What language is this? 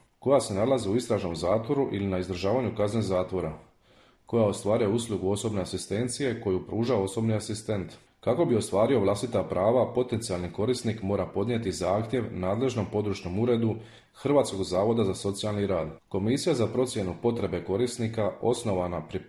Croatian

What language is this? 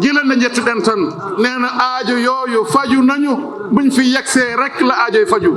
Fula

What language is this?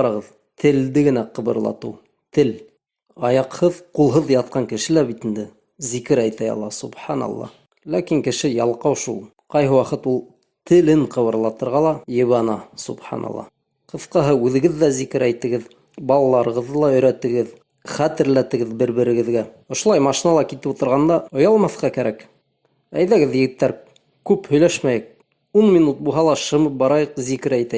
Bashkir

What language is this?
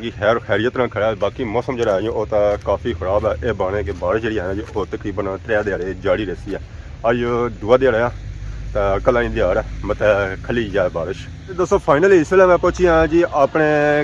Pahari-Potwari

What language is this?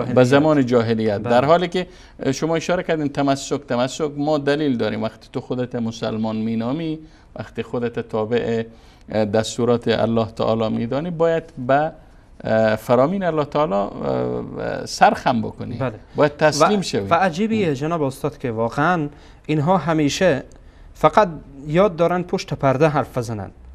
Persian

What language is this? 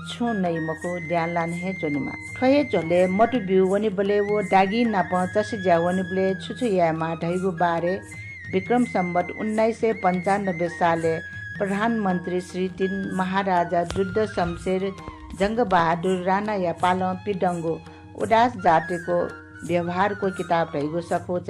Newari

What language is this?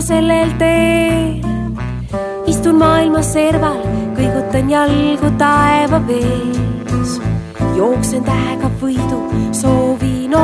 Estonian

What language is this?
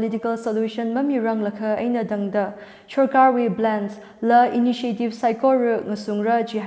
Tangkhul Naga (India)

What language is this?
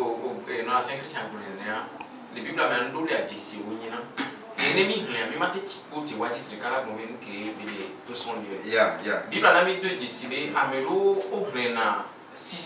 Ewe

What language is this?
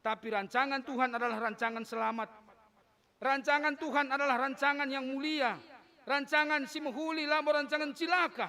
Batak Karo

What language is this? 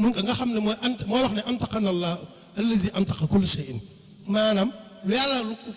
Wolof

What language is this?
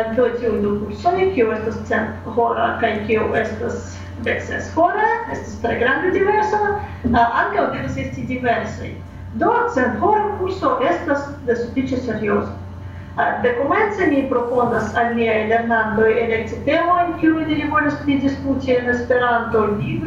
Esperanto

